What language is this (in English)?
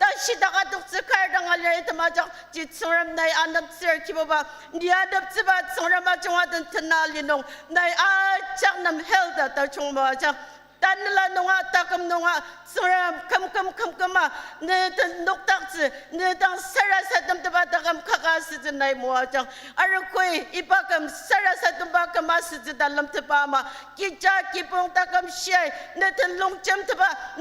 Ao Naga